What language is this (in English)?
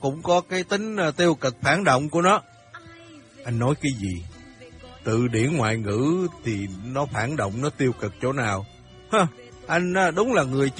Vietnamese